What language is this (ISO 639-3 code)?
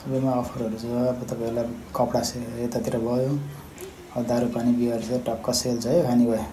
nep